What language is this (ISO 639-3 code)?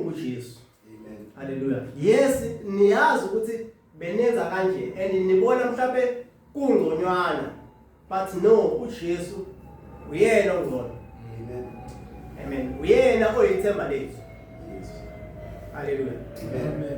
zul